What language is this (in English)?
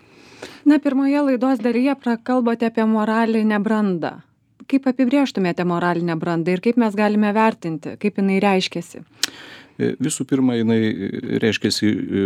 Lithuanian